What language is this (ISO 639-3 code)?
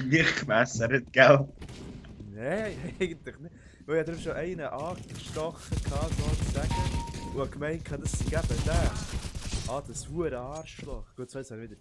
gsw